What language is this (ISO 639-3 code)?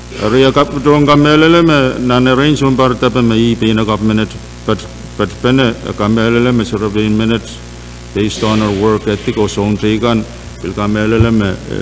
pon